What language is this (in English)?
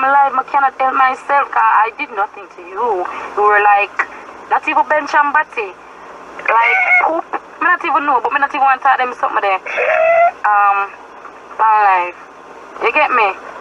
Jamaican Creole English